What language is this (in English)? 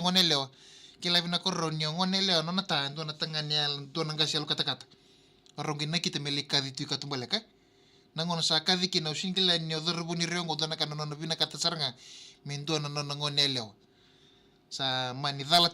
Fijian